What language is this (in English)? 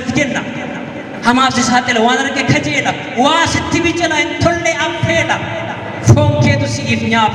Oromo